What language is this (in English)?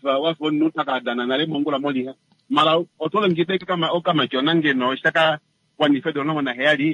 Kuanyama